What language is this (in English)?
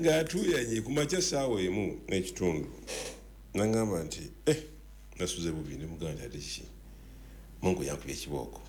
Ganda